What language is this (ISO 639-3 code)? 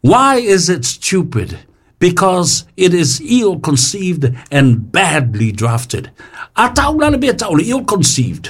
smo